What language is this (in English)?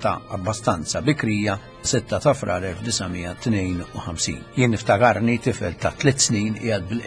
Maltese